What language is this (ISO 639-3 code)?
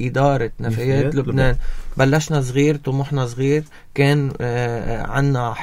apc